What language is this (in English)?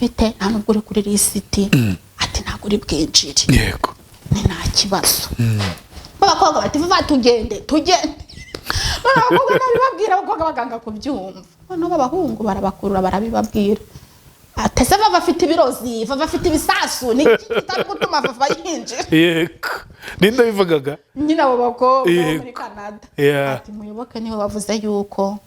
Kinyarwanda